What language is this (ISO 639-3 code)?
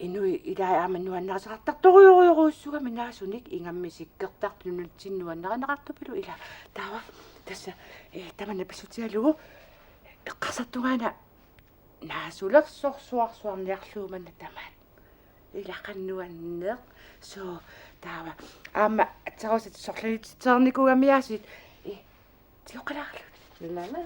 kal